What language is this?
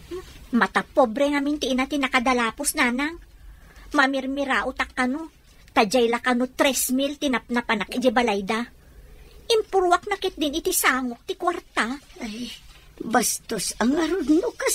Iloko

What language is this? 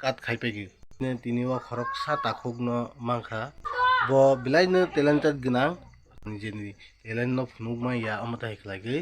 Kok Borok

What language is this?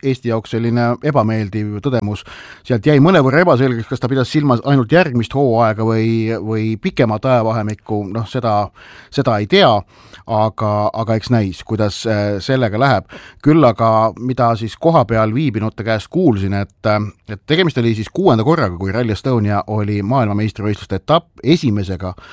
Estonian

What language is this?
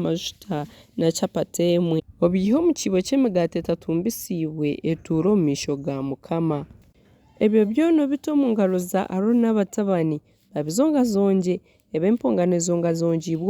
Nyankole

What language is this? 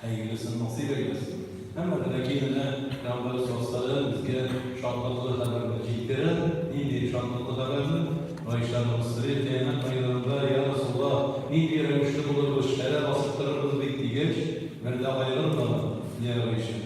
Tatar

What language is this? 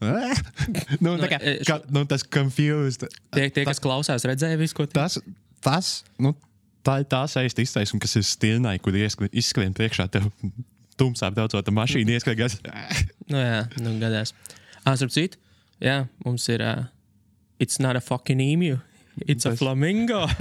Latvian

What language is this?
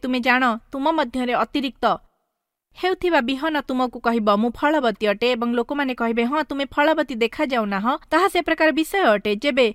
Odia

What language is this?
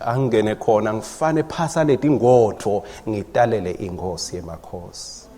Swati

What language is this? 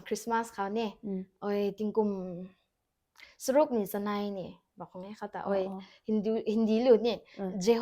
Rongmei Naga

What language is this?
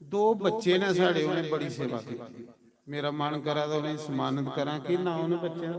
Dogri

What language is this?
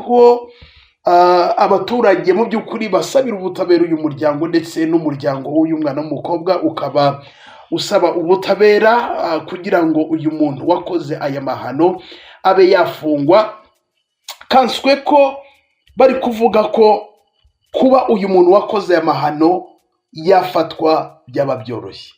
Kinyarwanda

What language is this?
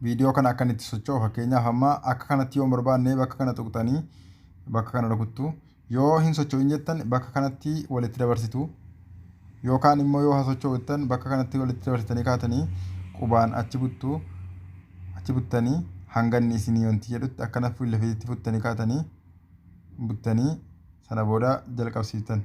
Oromo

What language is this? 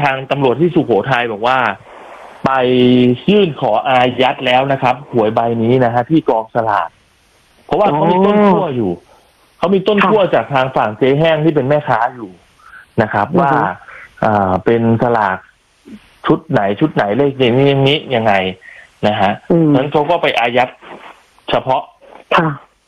Thai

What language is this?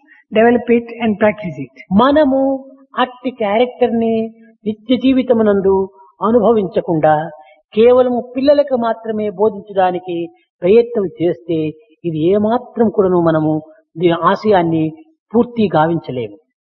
Telugu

